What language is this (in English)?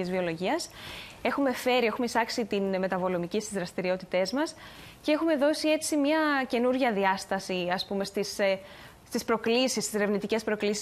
Greek